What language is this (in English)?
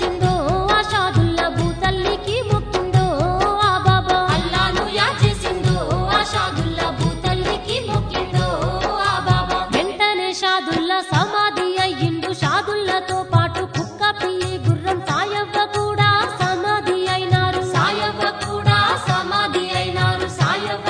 Telugu